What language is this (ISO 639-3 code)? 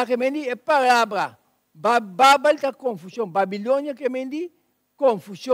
pap